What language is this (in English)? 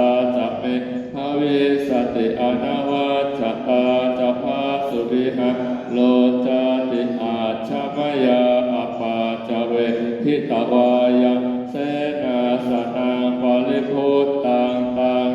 Pali